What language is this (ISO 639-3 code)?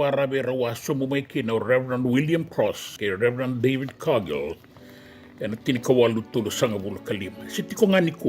fij